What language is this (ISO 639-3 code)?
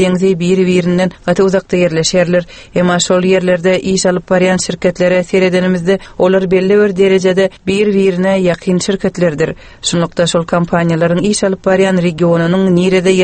tuk